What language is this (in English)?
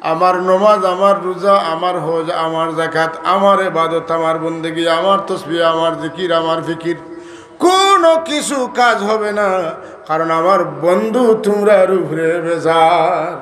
Sylheti